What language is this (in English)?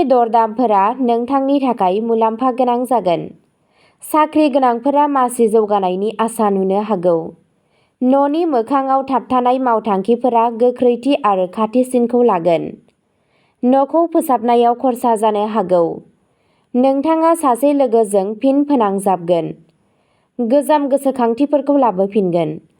Bodo